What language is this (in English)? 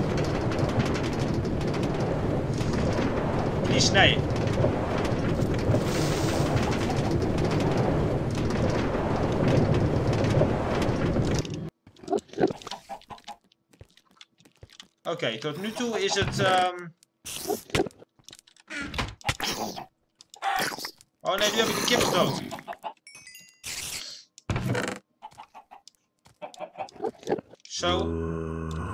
Dutch